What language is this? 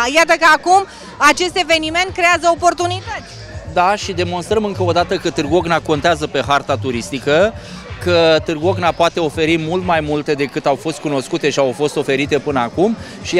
Romanian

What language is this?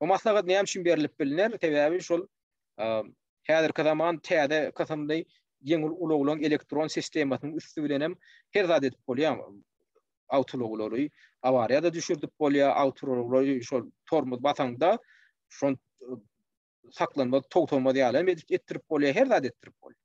Turkmen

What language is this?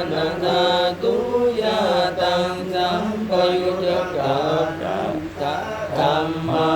Pali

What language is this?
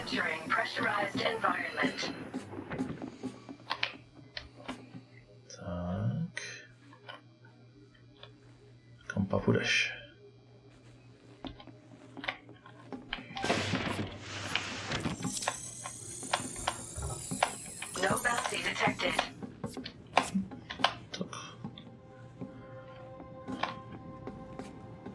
Czech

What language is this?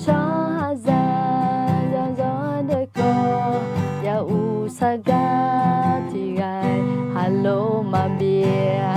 Akha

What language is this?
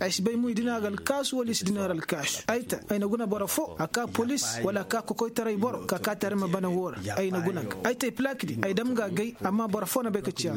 Koyraboro Senni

